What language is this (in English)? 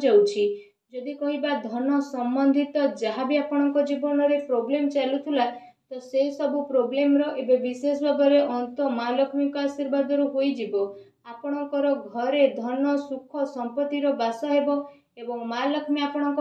Odia